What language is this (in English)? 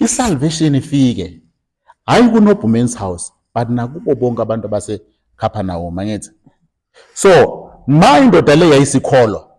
Zulu